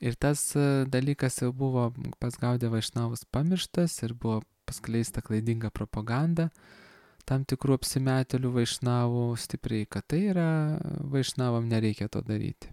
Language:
Lithuanian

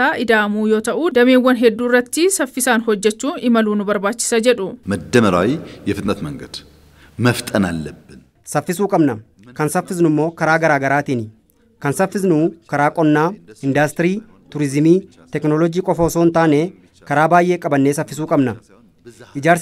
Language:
Oromo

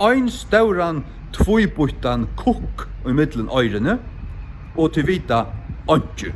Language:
Faroese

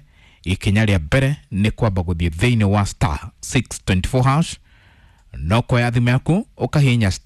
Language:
Kikuyu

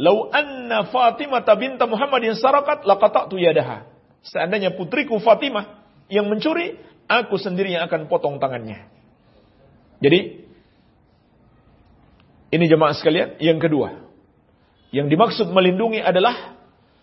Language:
Indonesian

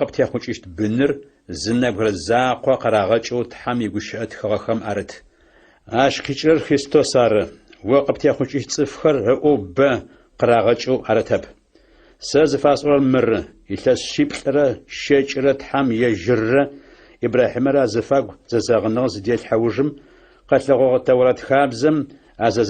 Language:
Adyghe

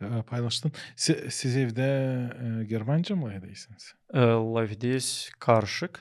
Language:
Gagauz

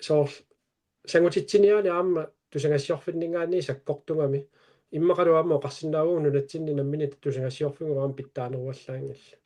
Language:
Kalaallisut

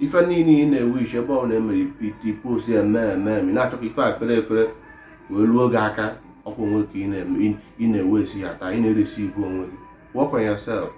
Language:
Igbo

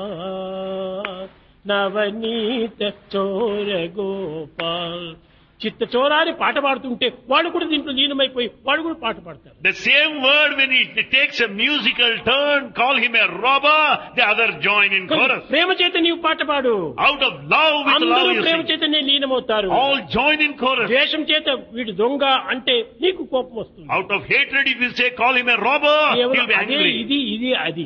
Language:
Telugu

